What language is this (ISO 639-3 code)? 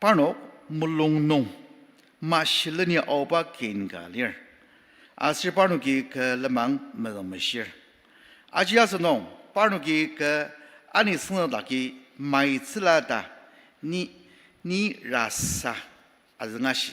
njo